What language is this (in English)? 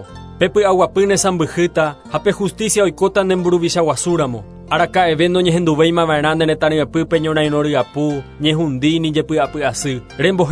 Guarani